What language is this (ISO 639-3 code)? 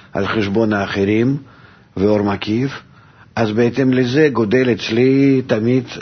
heb